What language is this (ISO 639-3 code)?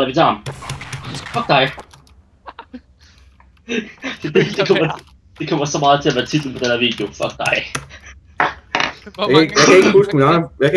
dan